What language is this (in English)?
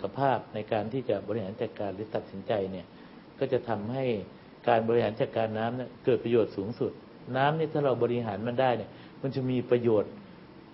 Thai